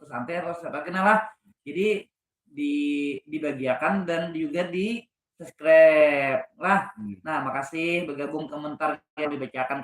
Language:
Banjar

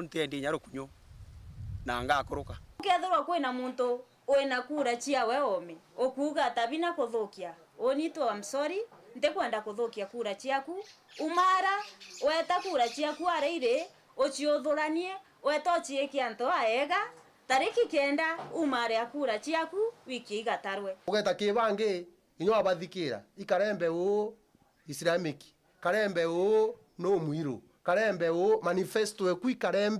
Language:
Meru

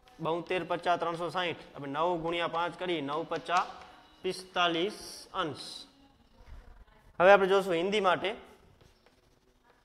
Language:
Gujarati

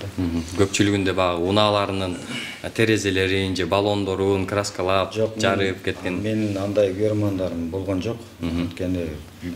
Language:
Kyrgyz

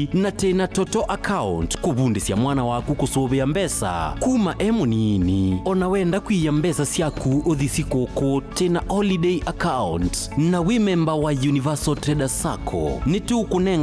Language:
Kamba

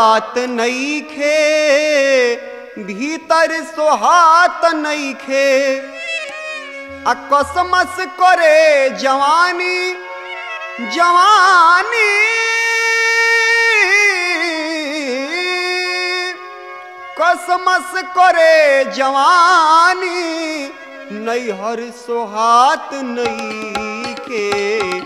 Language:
Bhojpuri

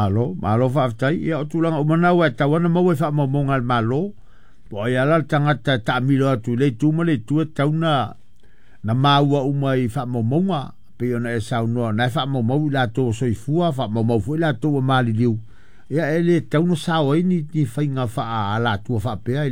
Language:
Samoan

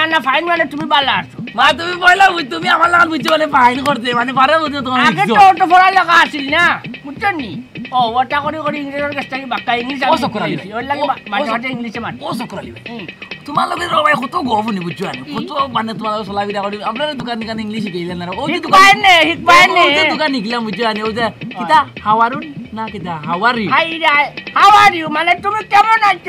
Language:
Sylheti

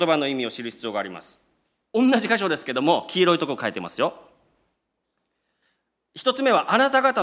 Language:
Japanese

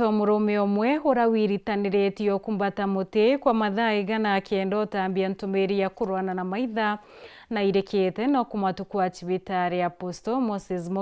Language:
Meru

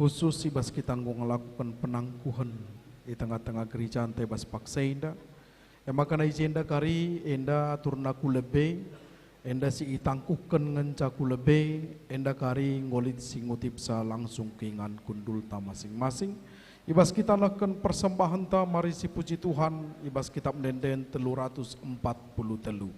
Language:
Batak Karo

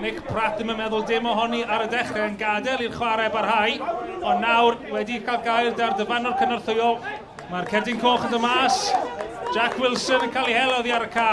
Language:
Welsh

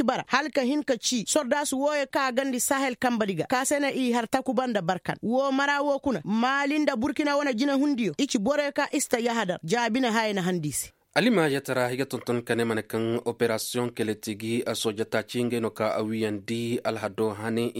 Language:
Koyraboro Senni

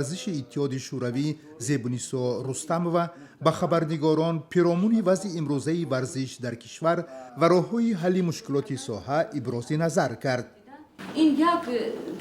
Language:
Tajik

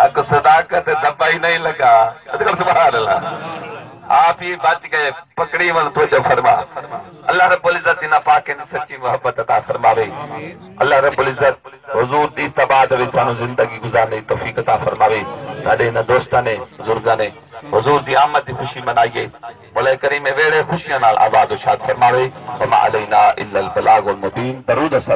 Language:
Saraiki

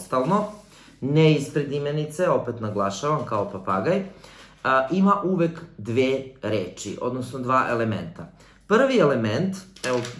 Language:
Serbian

